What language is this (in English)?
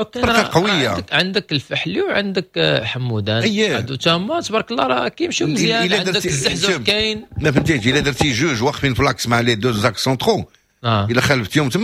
Moroccan Arabic